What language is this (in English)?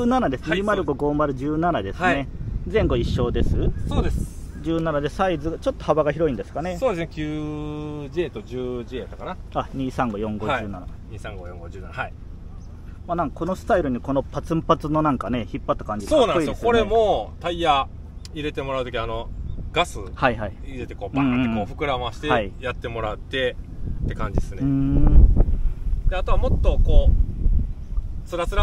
Japanese